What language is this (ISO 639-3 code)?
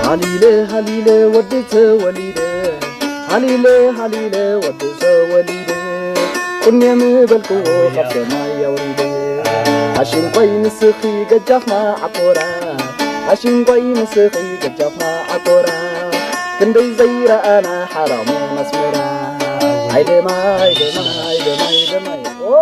tir